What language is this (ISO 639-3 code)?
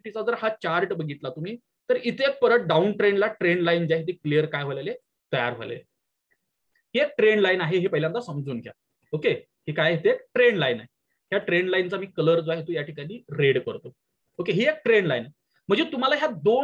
mar